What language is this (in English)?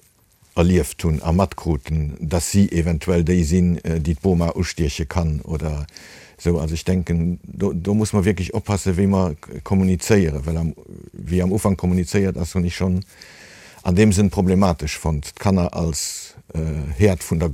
Luxembourgish